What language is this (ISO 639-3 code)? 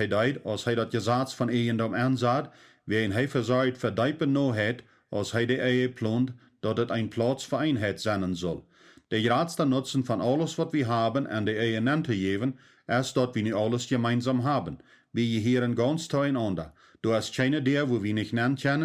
pdt